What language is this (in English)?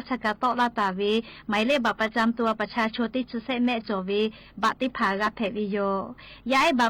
Lahu